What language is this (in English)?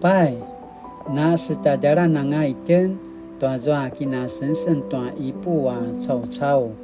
Paiwan